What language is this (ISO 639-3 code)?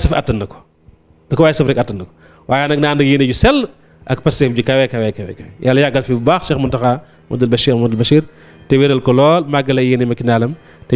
wol